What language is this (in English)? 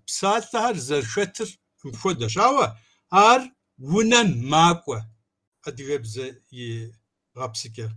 Kabardian